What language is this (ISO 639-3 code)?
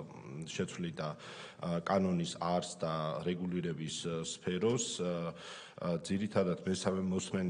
kat